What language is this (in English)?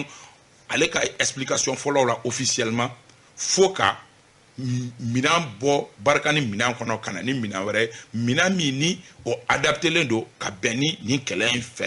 Bambara